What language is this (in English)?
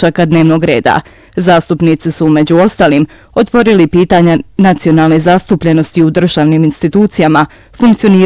Bosnian